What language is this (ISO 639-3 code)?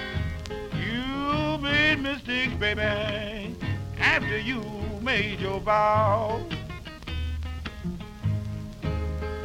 eng